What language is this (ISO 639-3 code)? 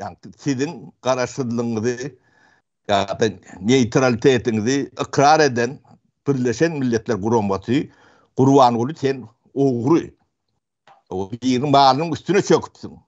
tuk